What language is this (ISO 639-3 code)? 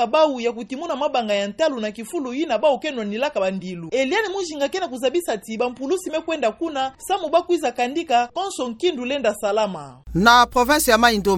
ktu